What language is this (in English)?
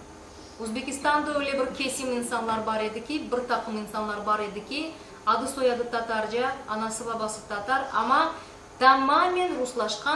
Crimean Tatar